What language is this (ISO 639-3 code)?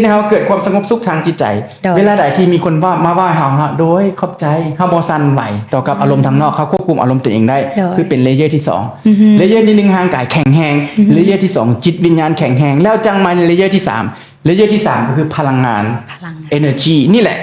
lao